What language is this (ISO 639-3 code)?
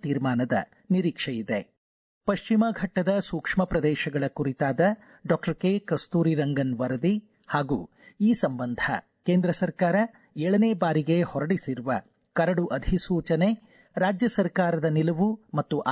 kan